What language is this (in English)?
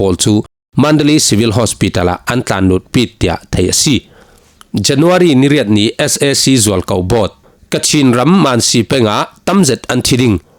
Falam Chin